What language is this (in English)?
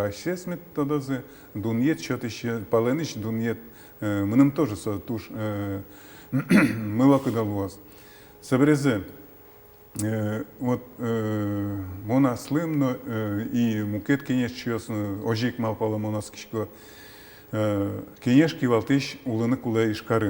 Udmurt